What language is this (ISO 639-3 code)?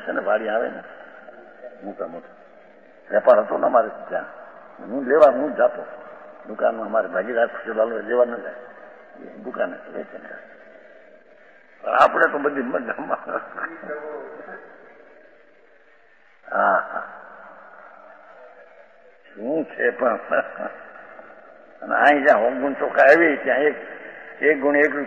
guj